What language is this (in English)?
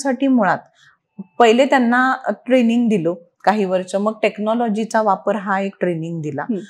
Marathi